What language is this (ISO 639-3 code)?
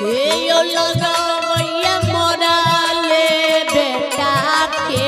mai